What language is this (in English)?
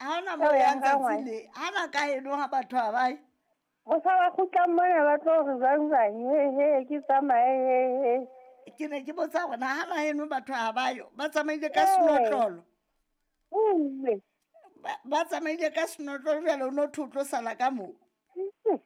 Southern Sotho